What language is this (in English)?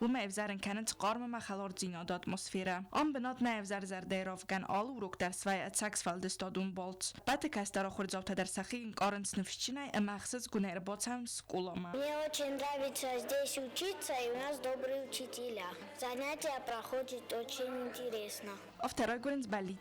Ossetic